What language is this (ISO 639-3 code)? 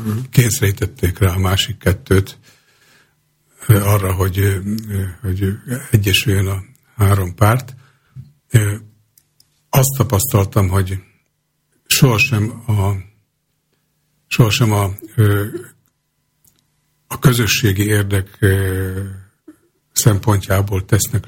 hun